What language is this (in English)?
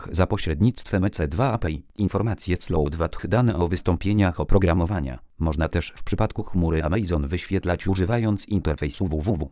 Polish